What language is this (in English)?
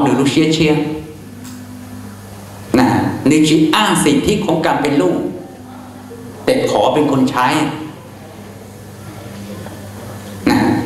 Vietnamese